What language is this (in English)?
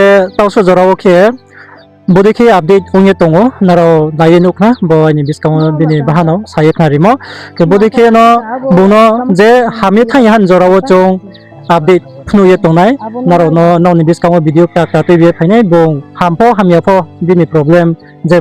Riang (India)